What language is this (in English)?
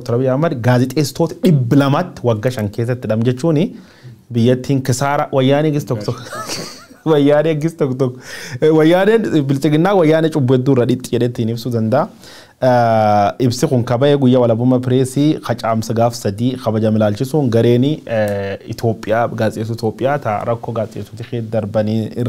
Oromo